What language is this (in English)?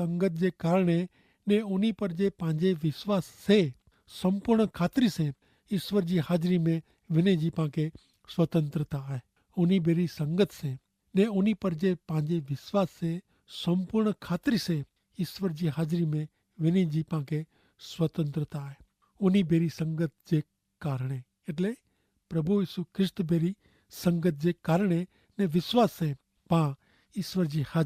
Kachhi